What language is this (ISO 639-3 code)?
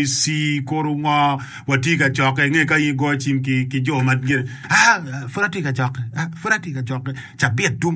ach